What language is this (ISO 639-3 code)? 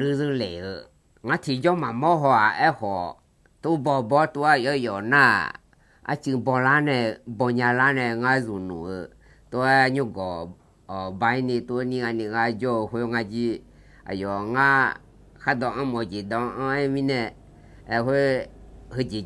ahk